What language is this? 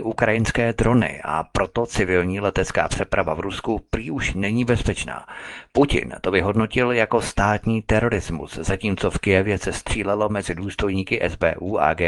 Czech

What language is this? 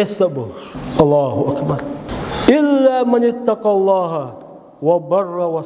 Chechen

